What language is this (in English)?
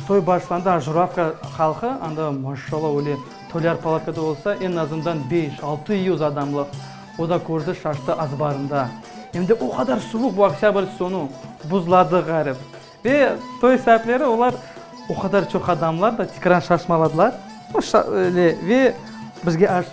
Crimean Tatar